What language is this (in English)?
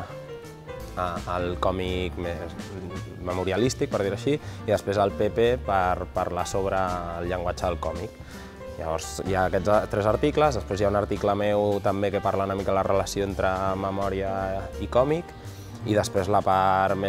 Catalan